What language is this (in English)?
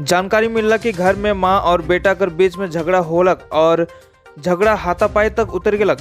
Sadri